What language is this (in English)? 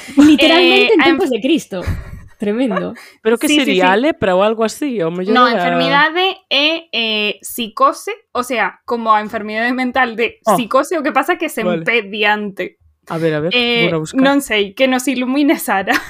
Galician